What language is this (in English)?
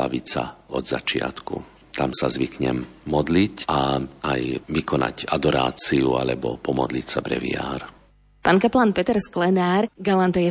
Slovak